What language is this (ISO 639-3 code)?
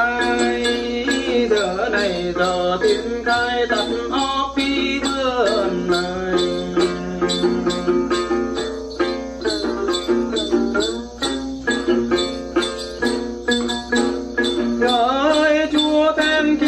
vie